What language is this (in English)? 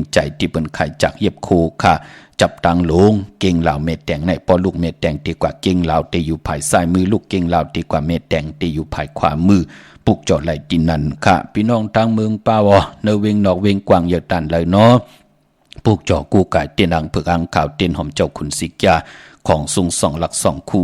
Shan